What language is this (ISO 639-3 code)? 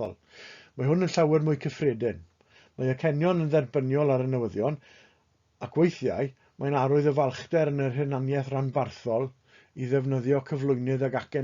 cym